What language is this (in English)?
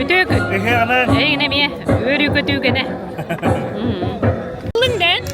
Yakut